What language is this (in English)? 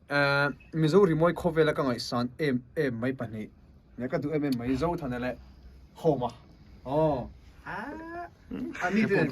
Mizo